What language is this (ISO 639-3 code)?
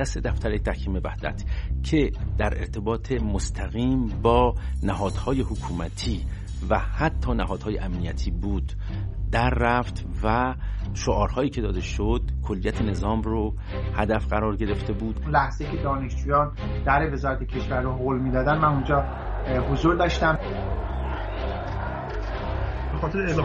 fas